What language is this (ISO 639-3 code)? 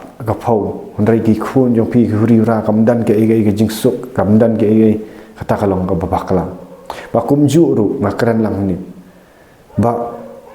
kha